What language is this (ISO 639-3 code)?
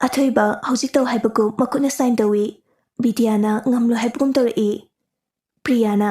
mni